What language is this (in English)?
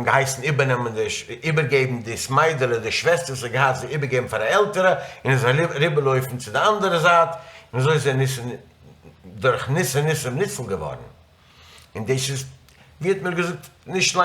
Yiddish